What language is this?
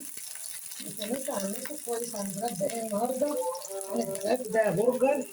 Egyptian Arabic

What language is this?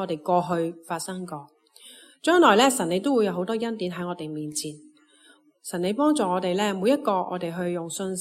Cantonese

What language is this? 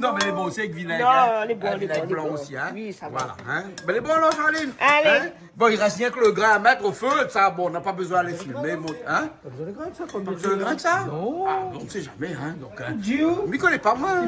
Réunion Creole French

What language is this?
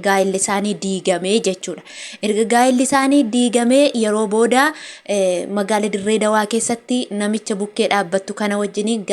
Oromo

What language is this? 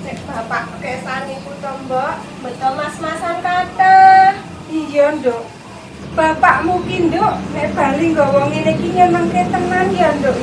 Javanese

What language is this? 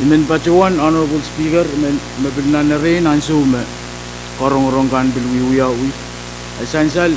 Pohnpeian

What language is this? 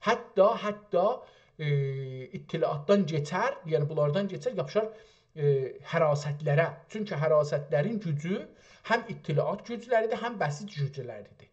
South Azerbaijani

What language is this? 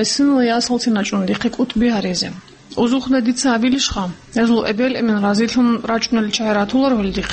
Avaric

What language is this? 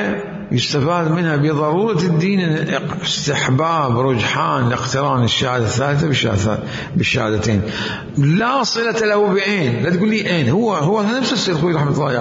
Mesopotamian Arabic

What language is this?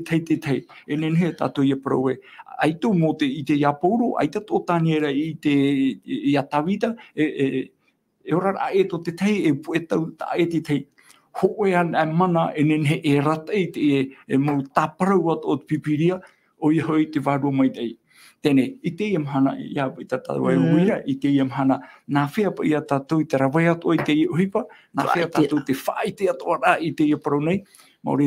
Tahitian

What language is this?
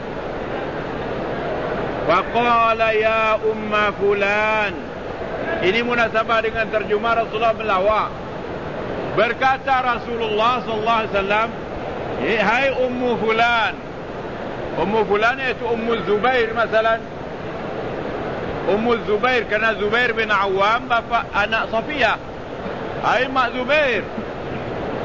Malay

